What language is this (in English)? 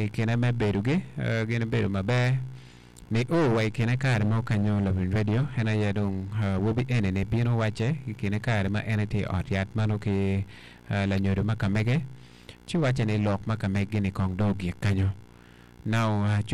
Acoli